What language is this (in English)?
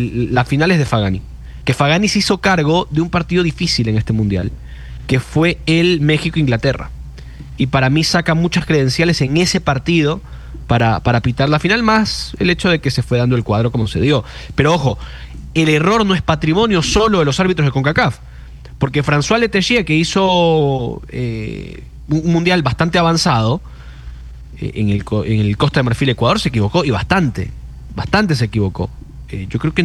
Spanish